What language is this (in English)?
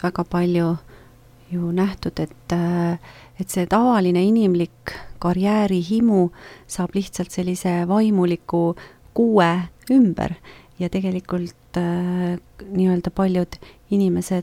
Estonian